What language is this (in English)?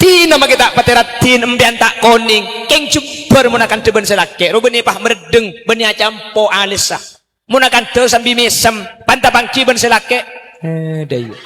Madurese